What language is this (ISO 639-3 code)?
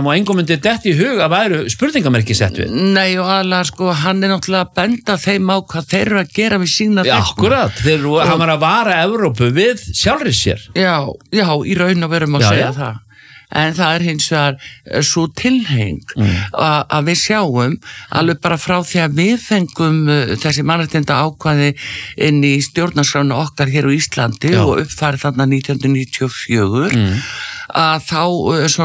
isl